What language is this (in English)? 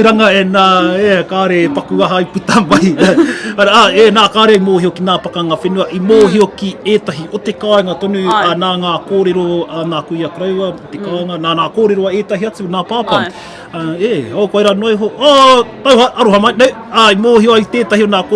Māori